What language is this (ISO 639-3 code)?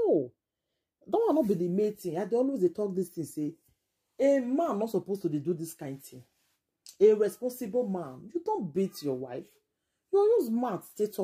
pcm